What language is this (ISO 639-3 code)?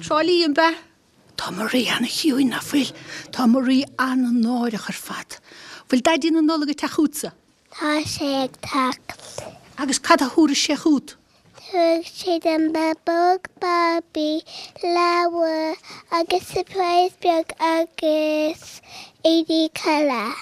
gle